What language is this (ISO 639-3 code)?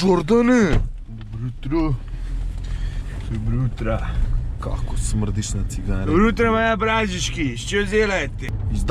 srp